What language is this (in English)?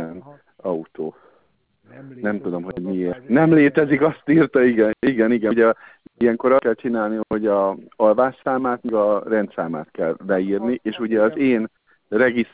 Hungarian